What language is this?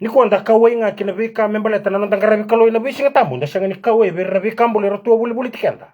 Fijian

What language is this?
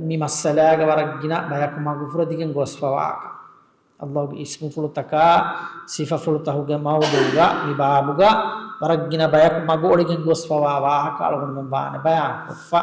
Divehi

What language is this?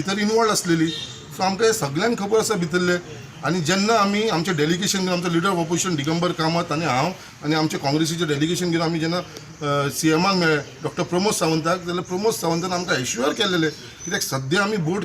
Konkani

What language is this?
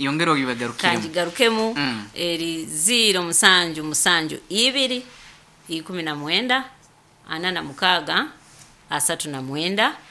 Nyoro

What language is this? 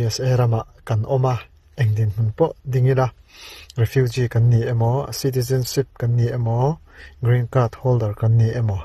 Mizo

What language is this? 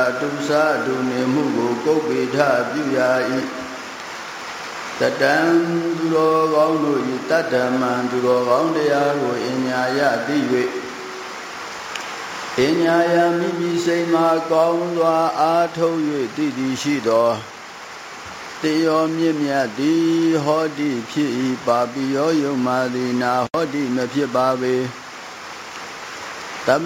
Burmese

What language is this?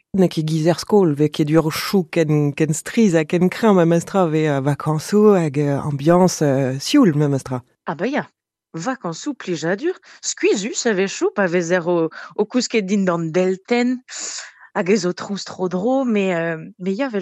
Breton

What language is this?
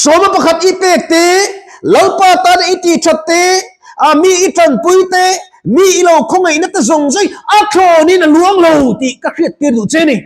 Mizo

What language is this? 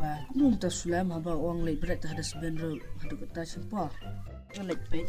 Khasi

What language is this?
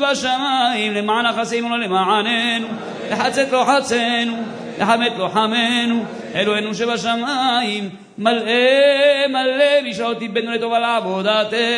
Hebrew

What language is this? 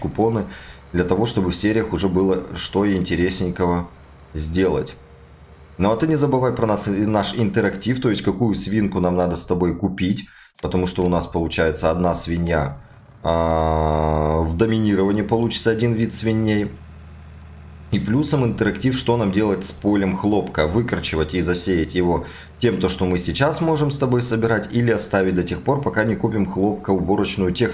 Russian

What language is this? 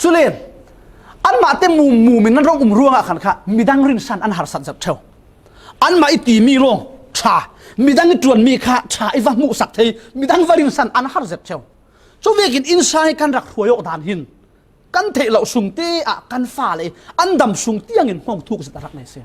Falam Chin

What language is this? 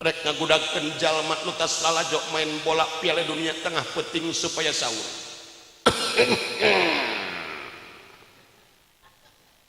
Sundanese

